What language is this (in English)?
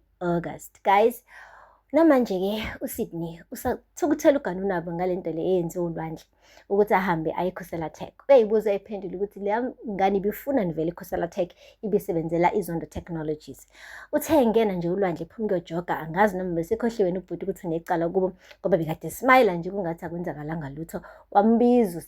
Zulu